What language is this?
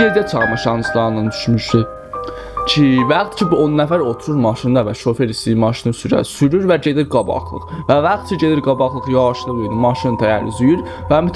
South Azerbaijani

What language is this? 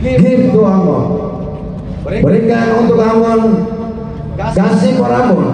Ambonese Malay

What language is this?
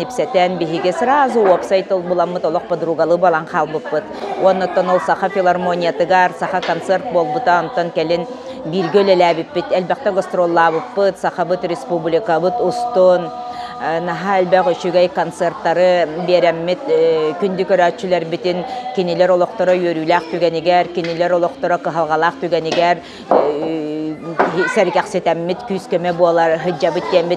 Yakut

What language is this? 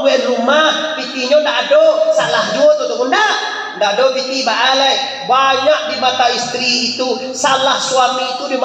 Minangkabau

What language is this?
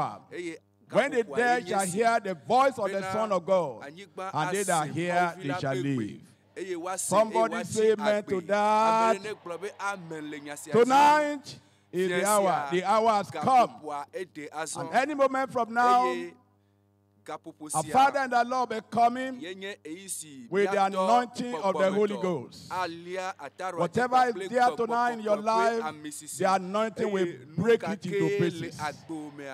Ewe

